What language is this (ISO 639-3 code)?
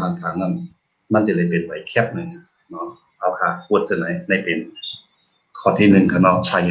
shn